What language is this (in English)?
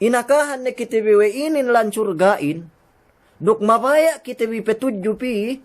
Yakan